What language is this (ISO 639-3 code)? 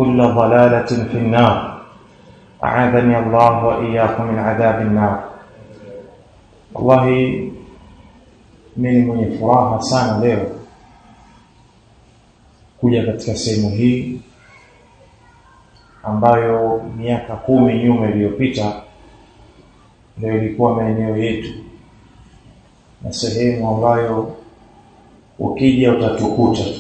swa